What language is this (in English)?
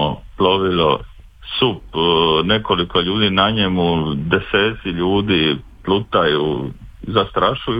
Croatian